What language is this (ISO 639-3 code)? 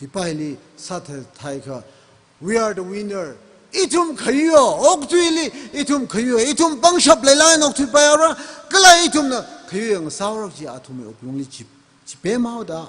nmf